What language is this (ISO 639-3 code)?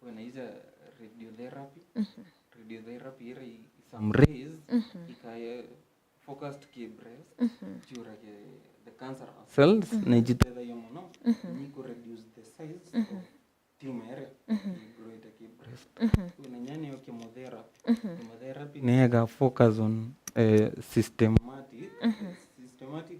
mer